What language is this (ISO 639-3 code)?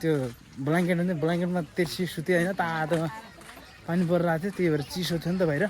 nep